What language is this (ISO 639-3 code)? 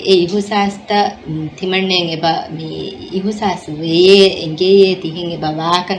div